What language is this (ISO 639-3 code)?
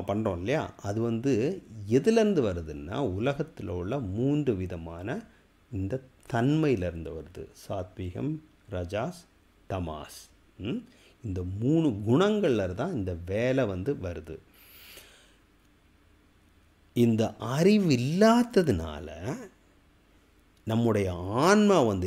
tam